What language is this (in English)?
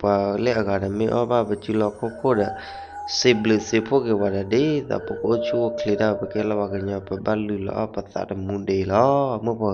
S'gaw Karen